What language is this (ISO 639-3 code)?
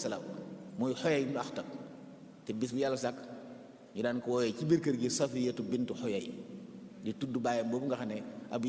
wol